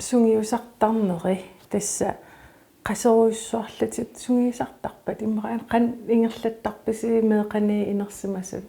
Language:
Kalaallisut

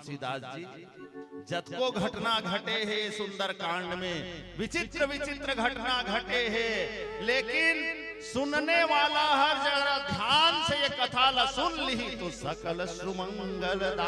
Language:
Chhattisgarhi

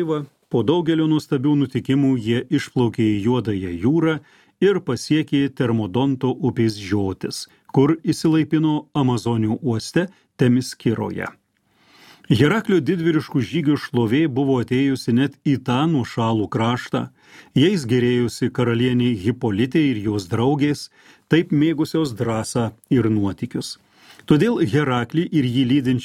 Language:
Lithuanian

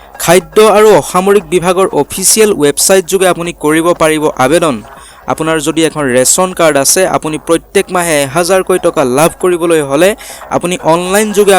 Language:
Assamese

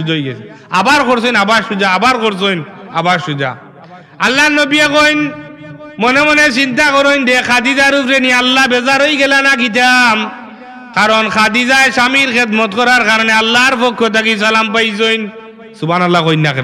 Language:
Sylheti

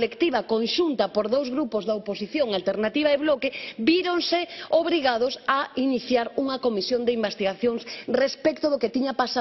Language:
Galician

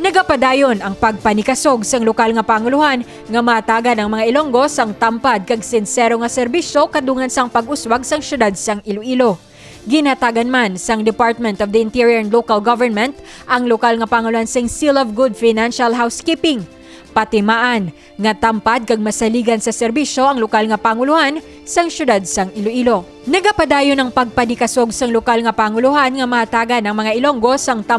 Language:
Hiligaynon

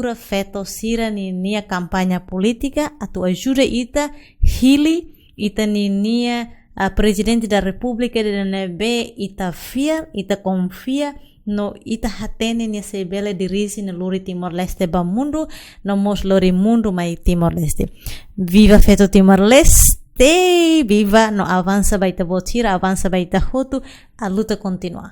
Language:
Tetum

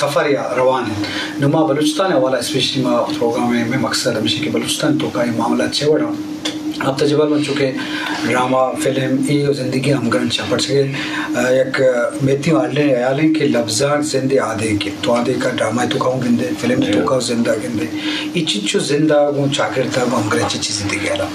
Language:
Eastern Balochi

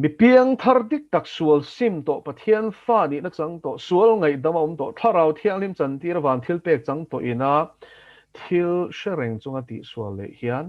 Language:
Mizo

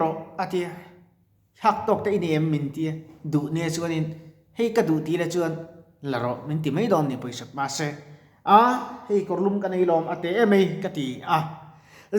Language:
Mizo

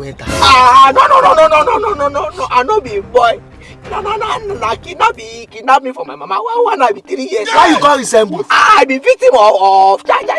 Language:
Nigerian Pidgin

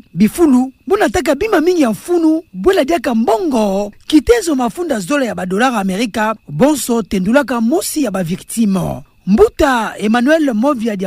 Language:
Kituba (Democratic Republic of Congo)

